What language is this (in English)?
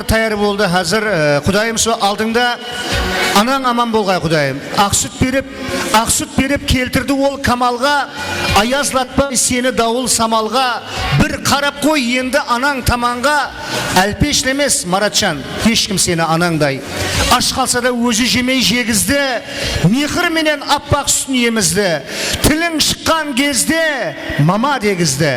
Kara-Kalpak